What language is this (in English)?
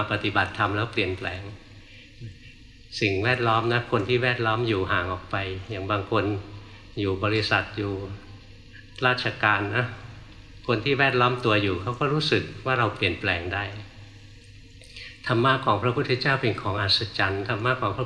Thai